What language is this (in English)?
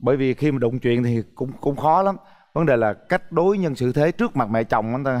Vietnamese